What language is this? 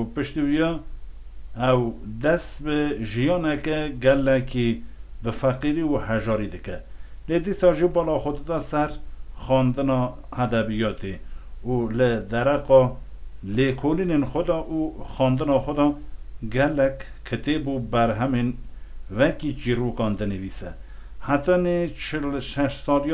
Kurdish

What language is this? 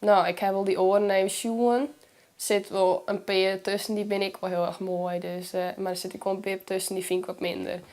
Western Frisian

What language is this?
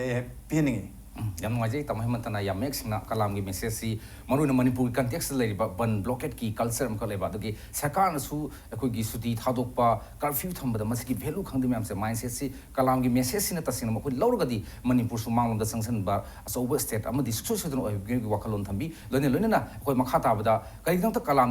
Manipuri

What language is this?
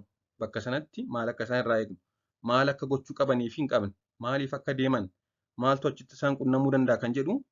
Oromo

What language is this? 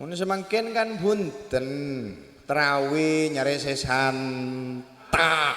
Madurese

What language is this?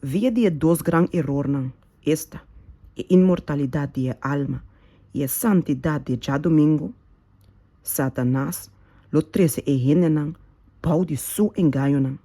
Papiamento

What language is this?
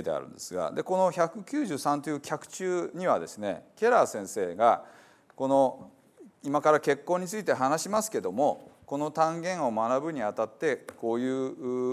Japanese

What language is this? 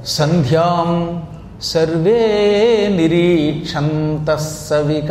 Telugu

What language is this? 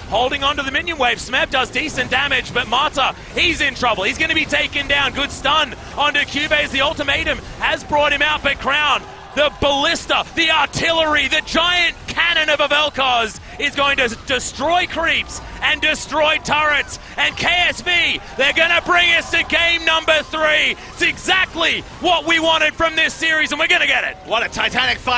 English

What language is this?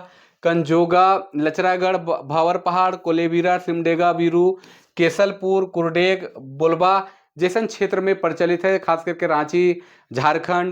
Sadri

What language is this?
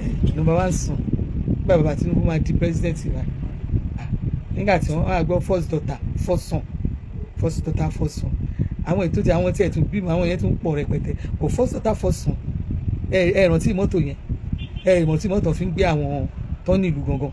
Yoruba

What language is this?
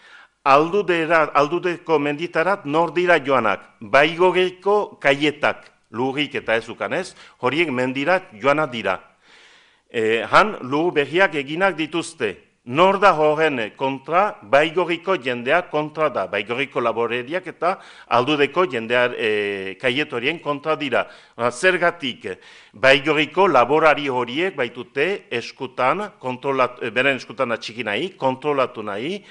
Basque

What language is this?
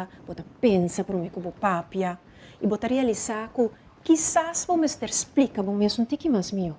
Papiamento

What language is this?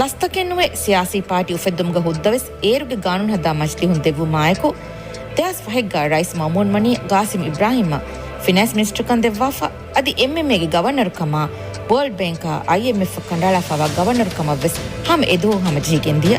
Divehi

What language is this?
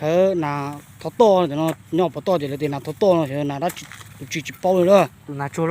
Hmong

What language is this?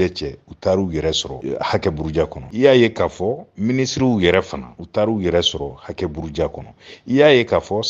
Bambara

